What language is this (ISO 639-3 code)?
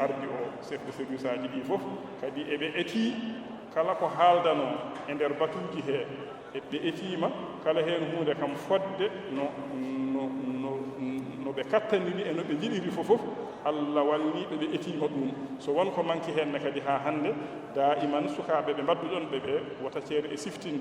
ful